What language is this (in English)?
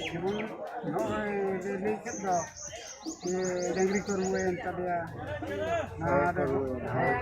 Santali